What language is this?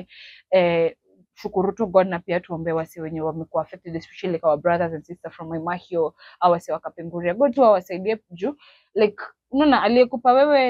Swahili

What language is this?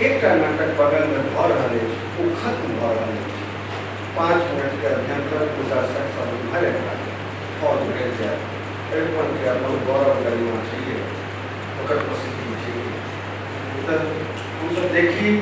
Maithili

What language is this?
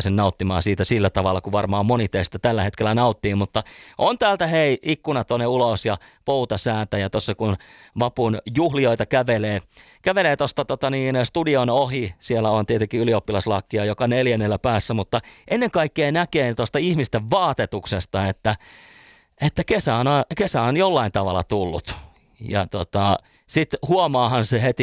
Finnish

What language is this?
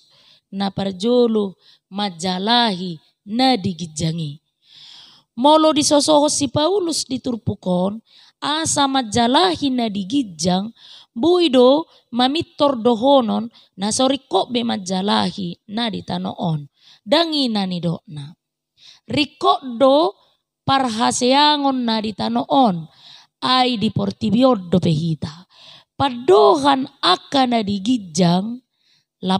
Batak Toba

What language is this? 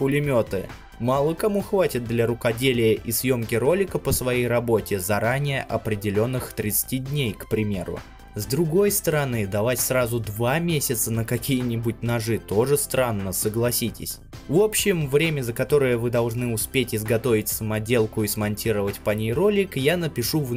Russian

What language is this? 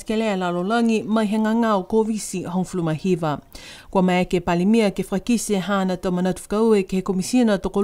Niuean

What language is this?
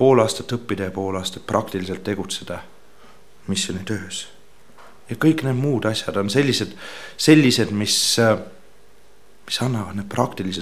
Estonian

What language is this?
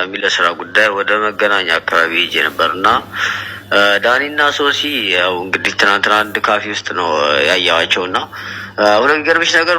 Amharic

